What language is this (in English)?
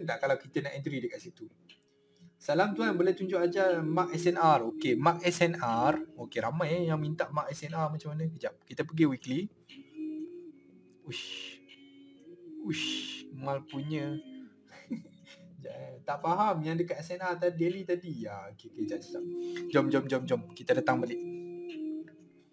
Malay